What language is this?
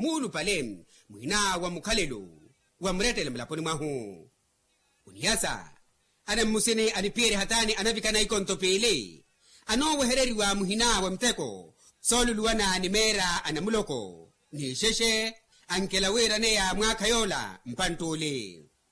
Makhuwa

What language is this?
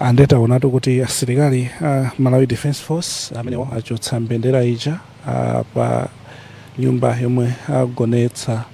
Nyanja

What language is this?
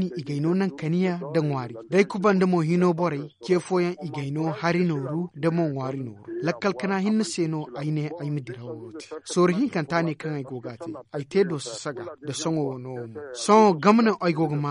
Zarma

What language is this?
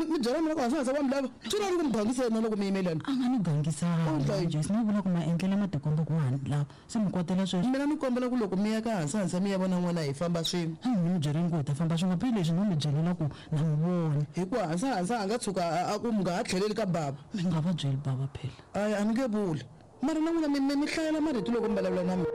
Tsonga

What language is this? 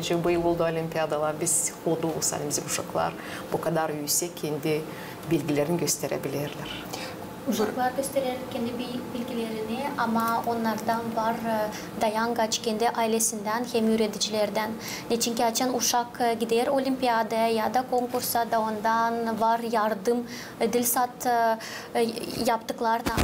Gagauz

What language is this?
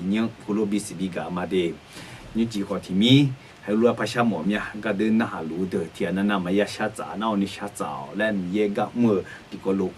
Akha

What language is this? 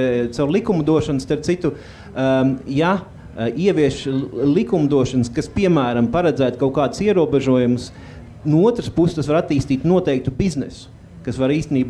Latvian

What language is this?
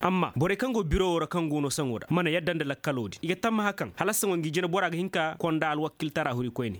Koyraboro Senni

